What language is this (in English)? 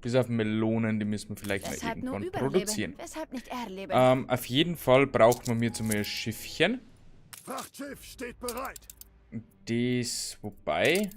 Bavarian